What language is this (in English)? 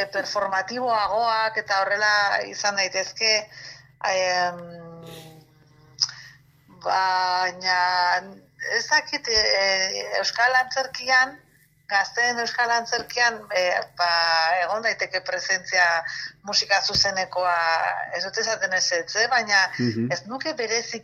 Basque